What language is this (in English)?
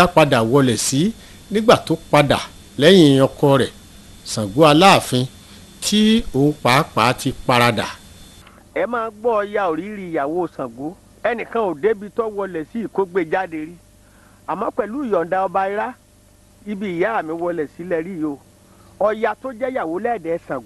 Yoruba